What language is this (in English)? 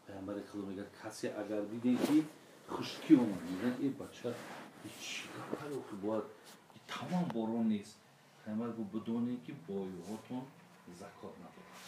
Tajik